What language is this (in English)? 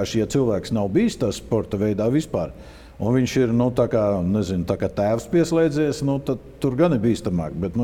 Latvian